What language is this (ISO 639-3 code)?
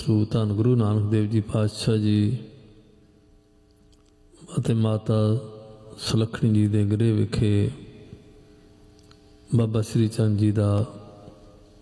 pan